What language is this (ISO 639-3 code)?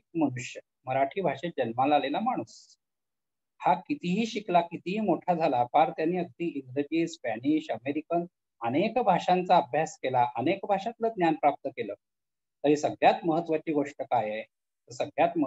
mar